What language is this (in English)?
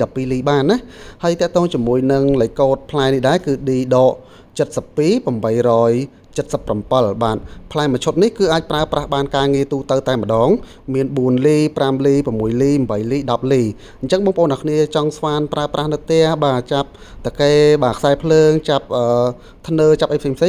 Khmer